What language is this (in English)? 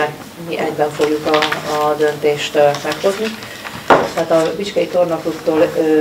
Hungarian